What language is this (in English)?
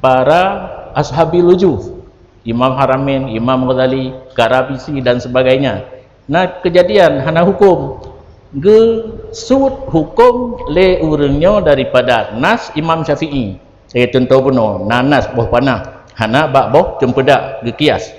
Achinese